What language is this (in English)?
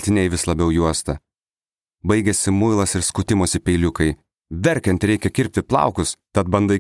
Lithuanian